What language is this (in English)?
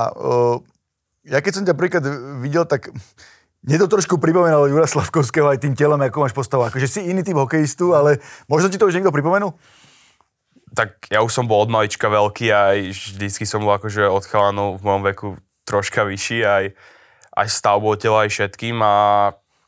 Slovak